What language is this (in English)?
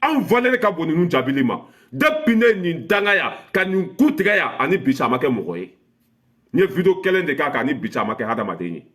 Bambara